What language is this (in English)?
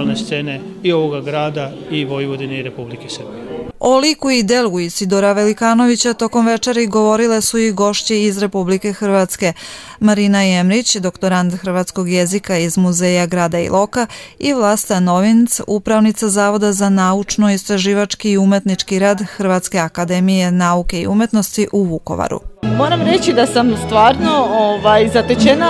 Serbian